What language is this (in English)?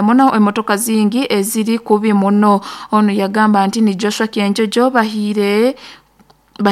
Nyoro